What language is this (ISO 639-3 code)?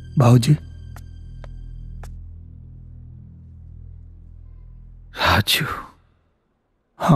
bho